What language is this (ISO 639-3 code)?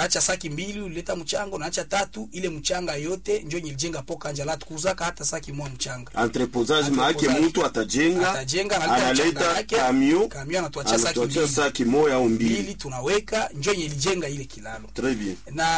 swa